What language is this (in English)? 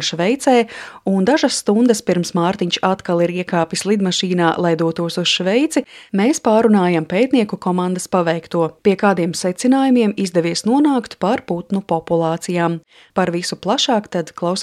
Latvian